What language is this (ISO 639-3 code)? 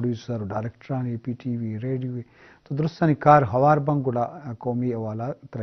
bgp